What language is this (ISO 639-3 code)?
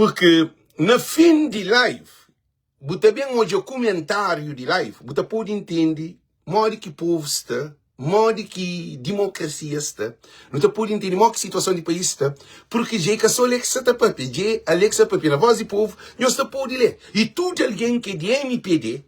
kea